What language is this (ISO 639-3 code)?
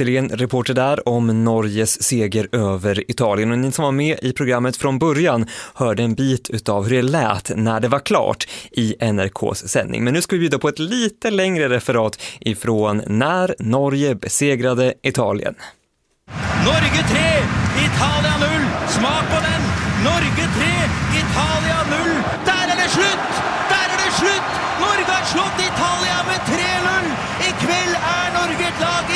swe